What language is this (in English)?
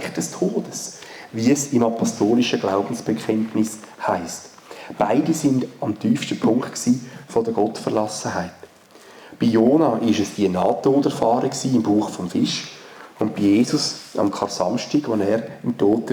Swiss German